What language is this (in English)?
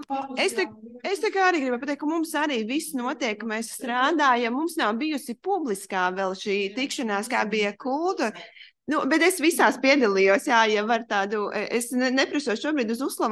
Latvian